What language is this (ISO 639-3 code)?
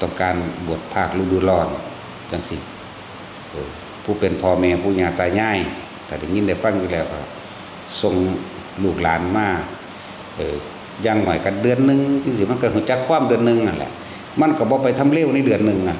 tts